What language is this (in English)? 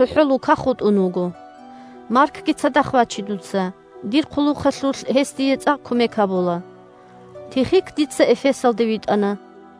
Avaric